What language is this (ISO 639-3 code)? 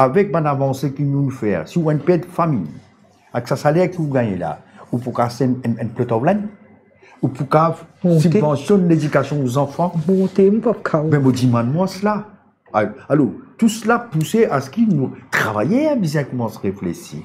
mfe